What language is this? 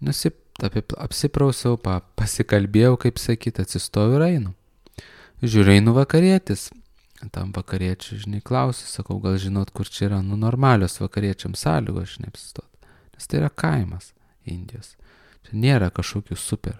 Lithuanian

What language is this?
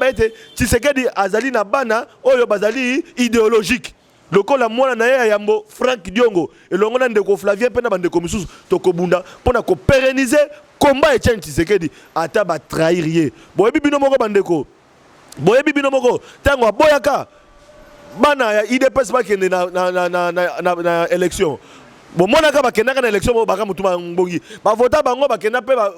Lingala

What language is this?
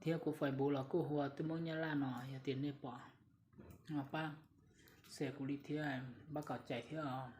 Hmong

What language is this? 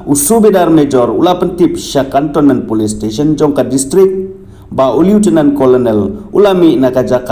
Khasi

